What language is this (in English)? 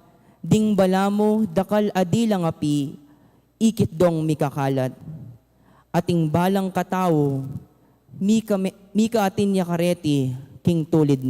Pampanga